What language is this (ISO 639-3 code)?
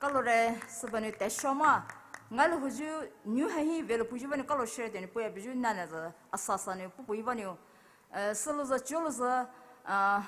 pmx